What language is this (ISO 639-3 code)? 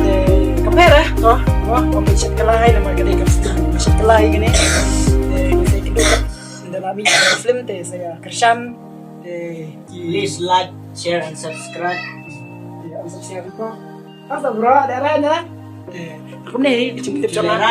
kha